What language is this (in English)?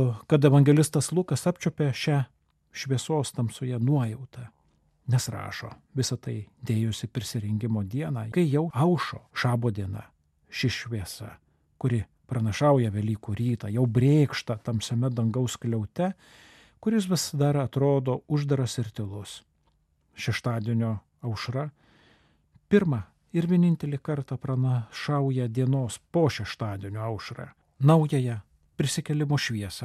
Lithuanian